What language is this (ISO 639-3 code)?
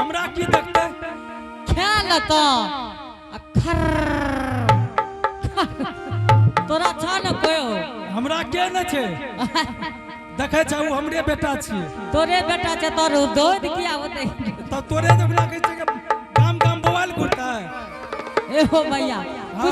anp